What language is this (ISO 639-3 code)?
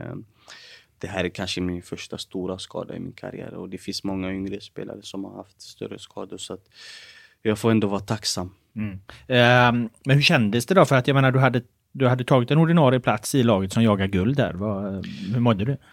swe